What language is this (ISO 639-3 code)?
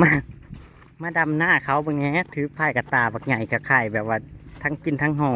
tts